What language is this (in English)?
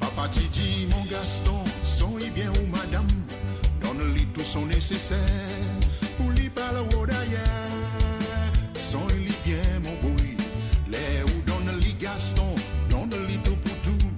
Morisyen